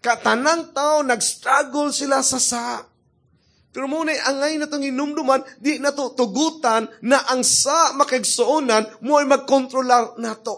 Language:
Cebuano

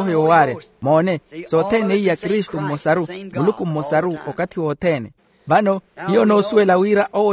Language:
Makhuwa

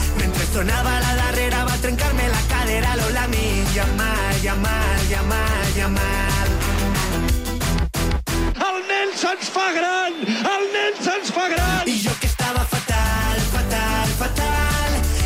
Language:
Catalan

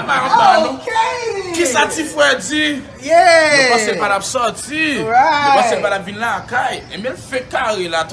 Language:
Haitian Creole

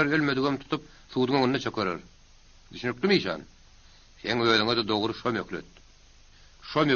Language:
Turkmen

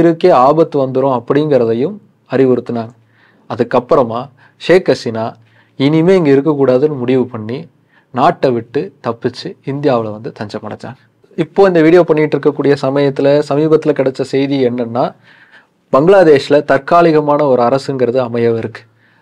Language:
Tamil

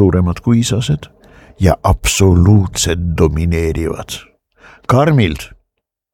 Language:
Estonian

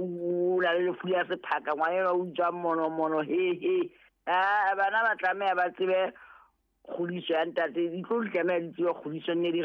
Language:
Southern Sotho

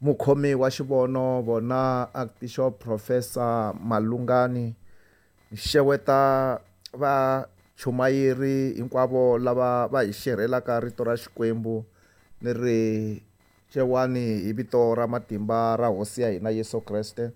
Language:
Tsonga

